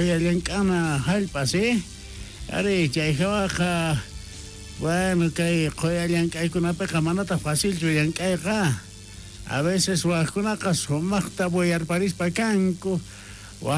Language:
South Bolivian Quechua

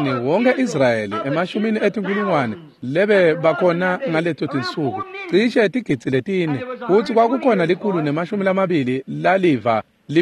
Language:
Swati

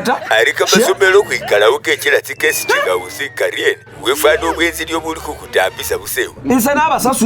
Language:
Masaaba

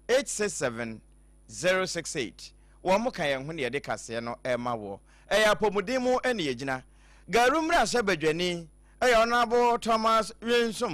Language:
Akan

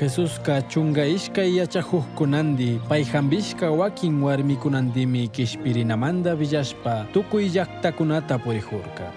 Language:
Chimborazo Highland Quichua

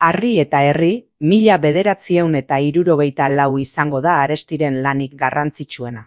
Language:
Basque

